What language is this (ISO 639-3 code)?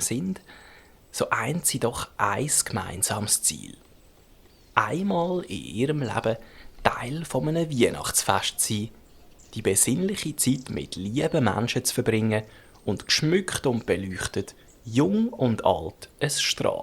gsw